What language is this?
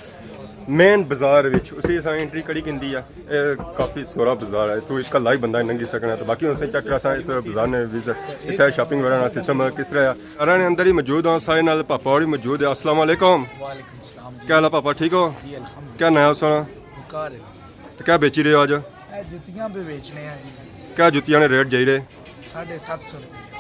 Pahari-Potwari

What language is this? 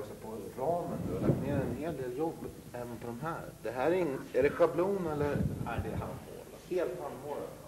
Swedish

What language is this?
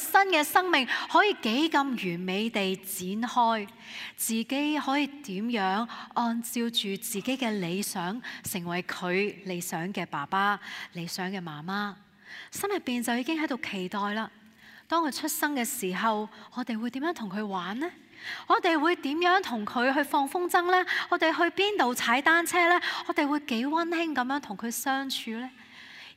Cantonese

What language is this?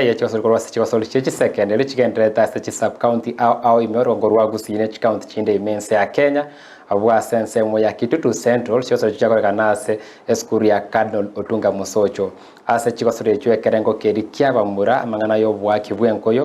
Gusii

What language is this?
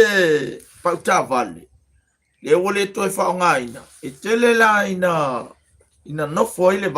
Samoan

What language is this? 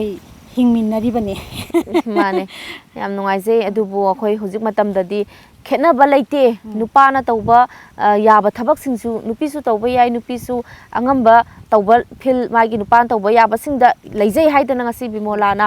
Manipuri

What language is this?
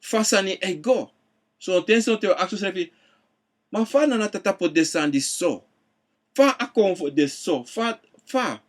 Sranan Tongo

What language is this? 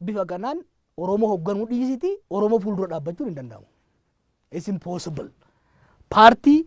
Oromo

